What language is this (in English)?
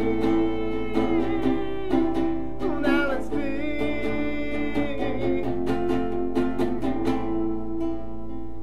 Slovak